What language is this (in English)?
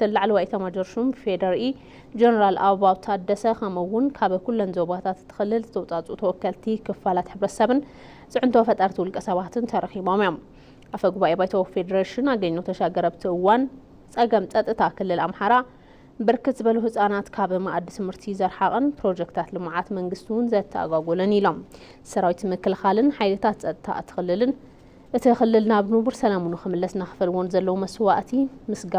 Tigrinya